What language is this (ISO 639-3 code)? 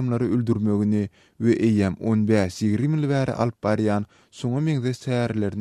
tuk